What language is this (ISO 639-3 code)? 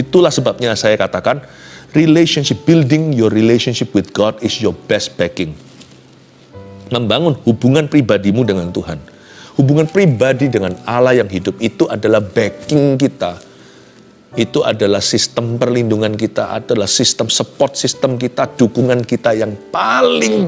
ind